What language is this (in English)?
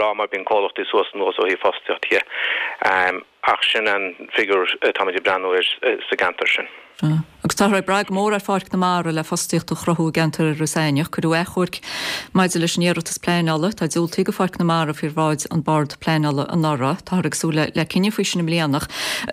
Irish